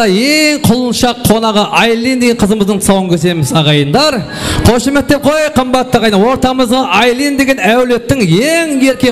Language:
Kara-Kalpak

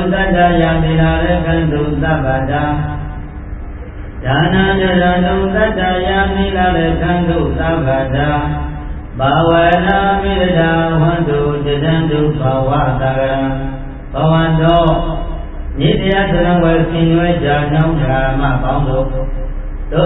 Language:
Burmese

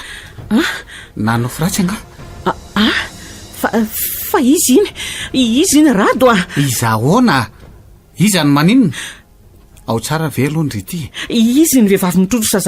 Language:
Malagasy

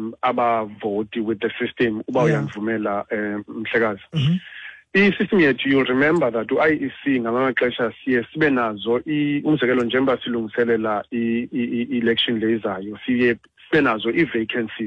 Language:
Xhosa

